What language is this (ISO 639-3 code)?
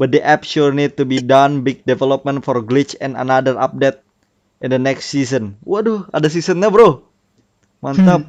bjn